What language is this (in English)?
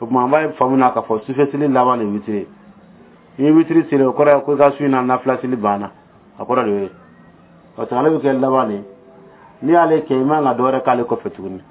Dyula